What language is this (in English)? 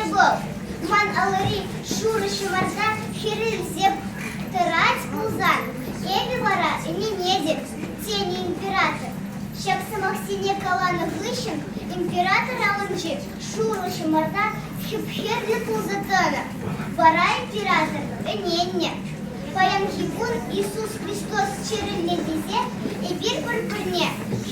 Chuvash